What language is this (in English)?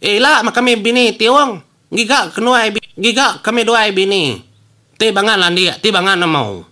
Iban